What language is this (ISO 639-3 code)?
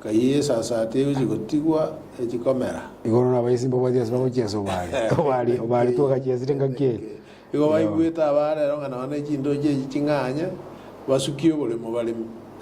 guz